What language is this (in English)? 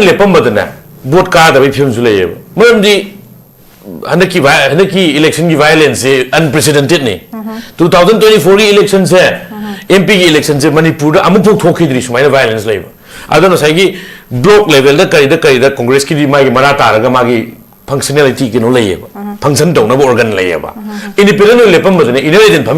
Manipuri